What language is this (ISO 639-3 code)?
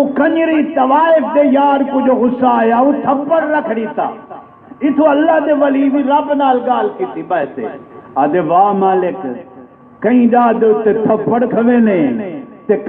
skr